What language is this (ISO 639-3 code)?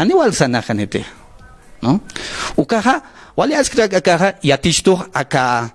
aym